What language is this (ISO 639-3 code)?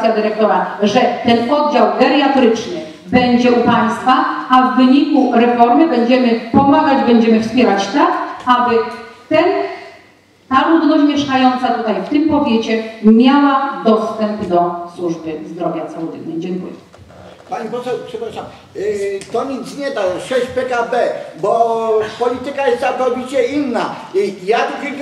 pol